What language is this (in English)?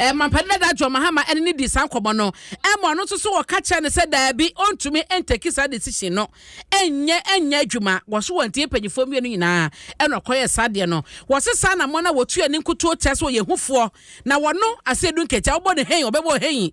Akan